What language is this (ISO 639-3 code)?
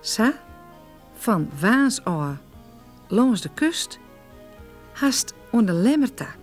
fry